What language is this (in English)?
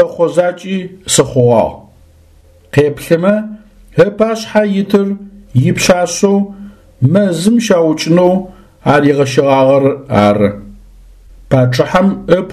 Adyghe